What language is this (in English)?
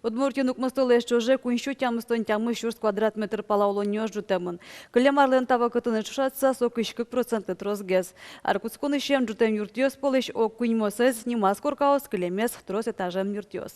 Udmurt